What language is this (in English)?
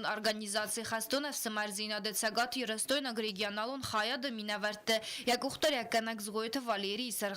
Ossetic